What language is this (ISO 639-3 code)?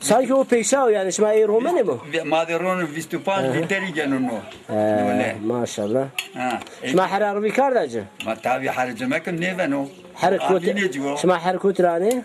zza